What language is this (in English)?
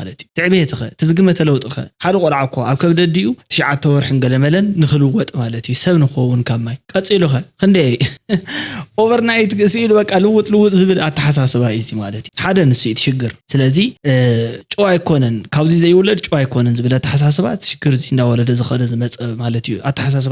Tigrinya